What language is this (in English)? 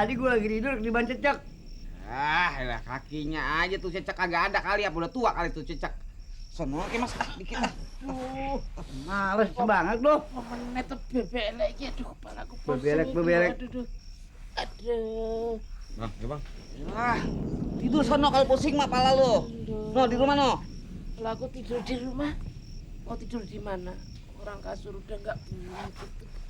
Betawi